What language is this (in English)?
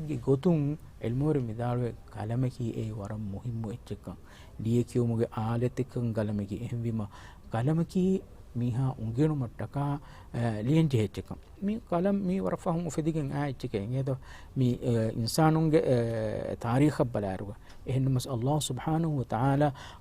Divehi